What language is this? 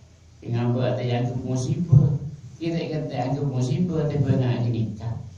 Madurese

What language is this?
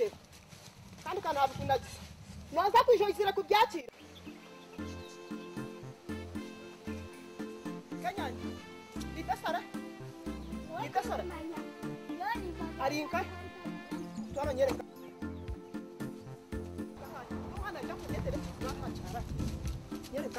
Kinyarwanda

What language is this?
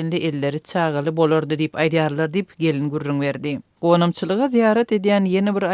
Turkmen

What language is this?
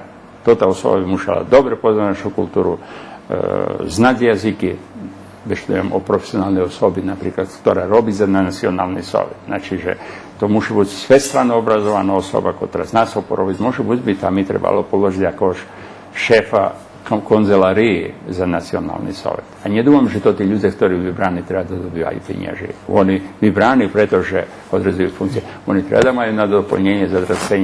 Rusyn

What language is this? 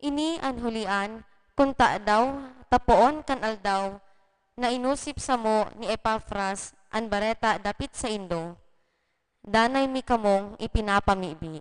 Bikol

